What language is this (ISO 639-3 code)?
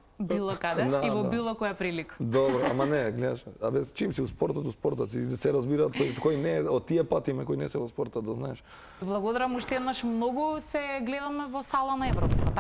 mkd